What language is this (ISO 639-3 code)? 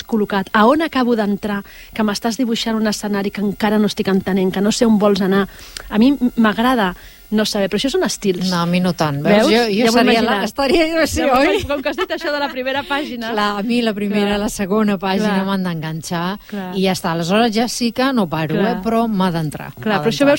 cat